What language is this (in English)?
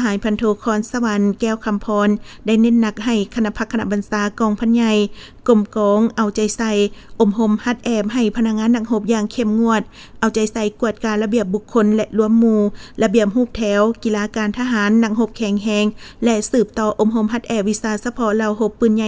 Lao